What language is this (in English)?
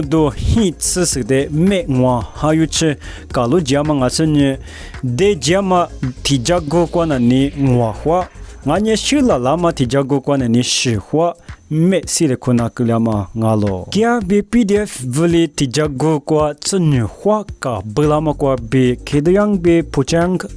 Lisu